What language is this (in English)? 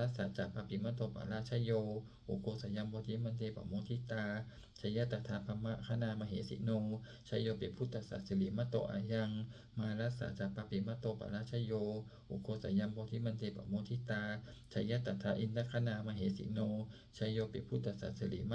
Pali